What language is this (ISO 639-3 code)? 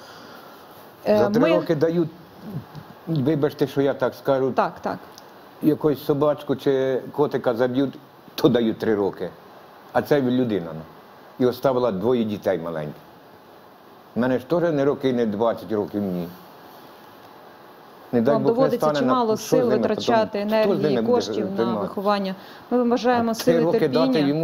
ukr